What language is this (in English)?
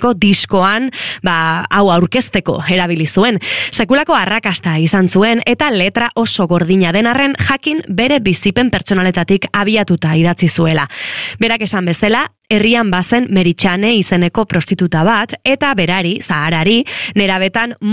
Basque